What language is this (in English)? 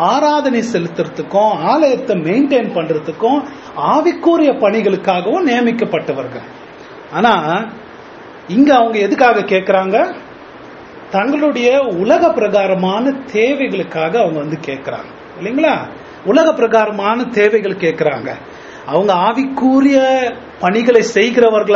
Tamil